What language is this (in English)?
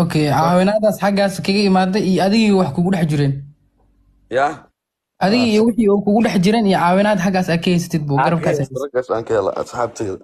Somali